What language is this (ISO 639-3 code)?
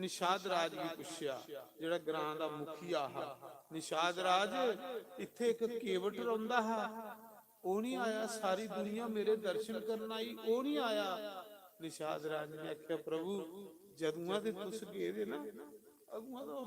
doi